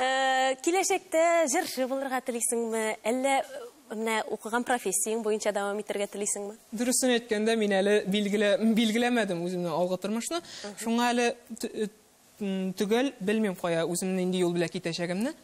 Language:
Tatar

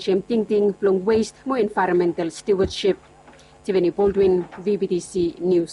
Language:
Bislama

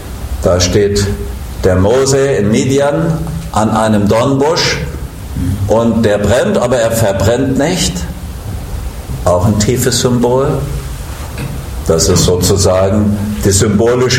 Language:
German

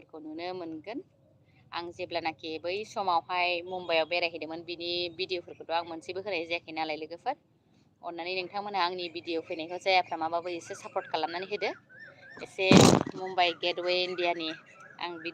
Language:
Bodo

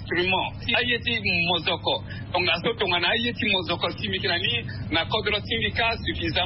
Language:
Sango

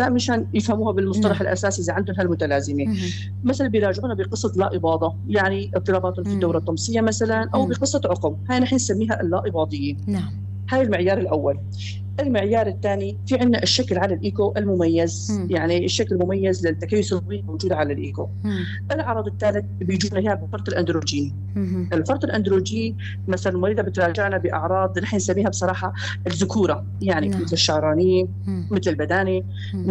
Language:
North Levantine Arabic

